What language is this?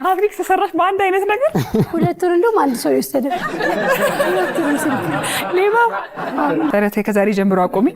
Amharic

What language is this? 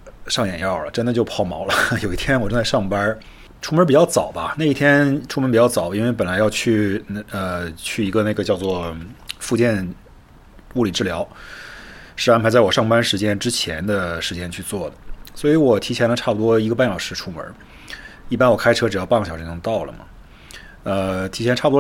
Chinese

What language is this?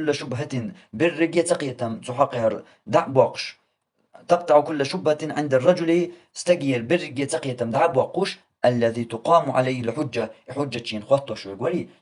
Chechen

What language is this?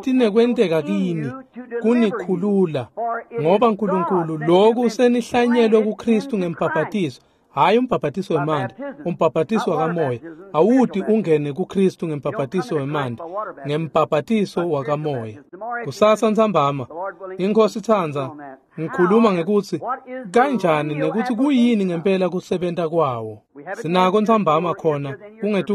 Swati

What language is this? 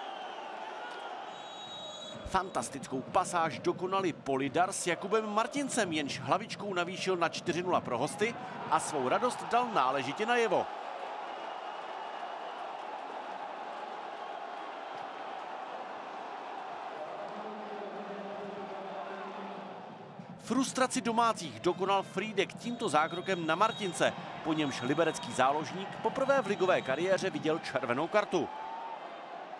Czech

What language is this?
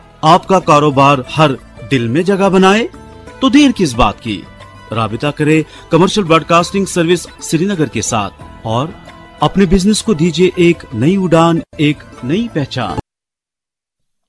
Urdu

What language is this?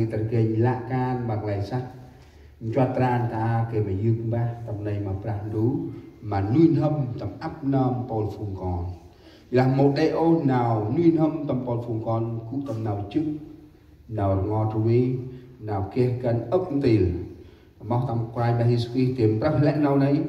Central Mnong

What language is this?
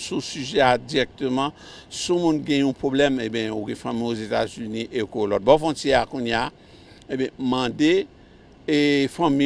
Haitian Creole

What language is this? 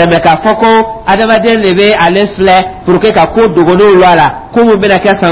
Dyula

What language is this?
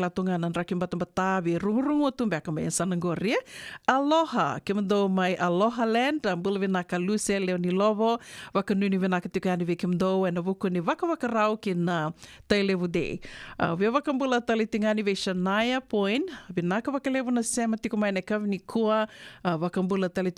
Fijian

